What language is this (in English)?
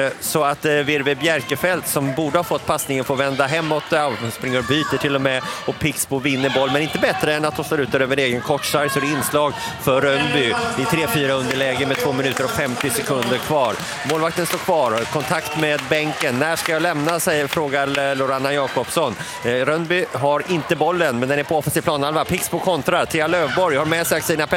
Swedish